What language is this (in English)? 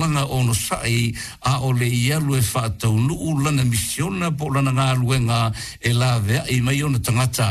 Samoan